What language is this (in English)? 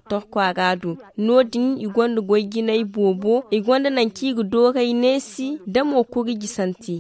Zarma